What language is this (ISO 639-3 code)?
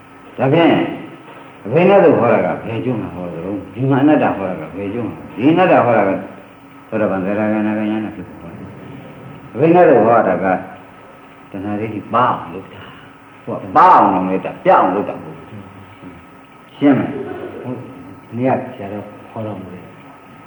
mya